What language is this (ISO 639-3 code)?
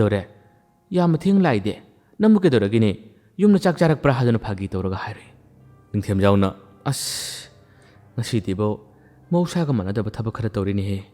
mni